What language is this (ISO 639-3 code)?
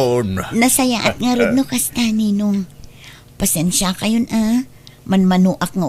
ilo